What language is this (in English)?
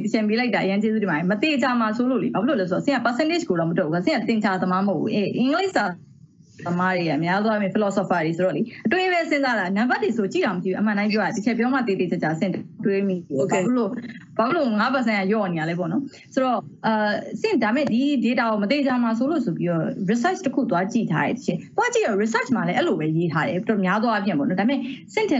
Burmese